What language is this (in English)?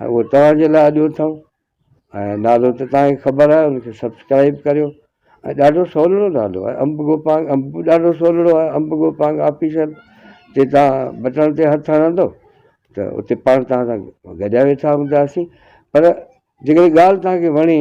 Sindhi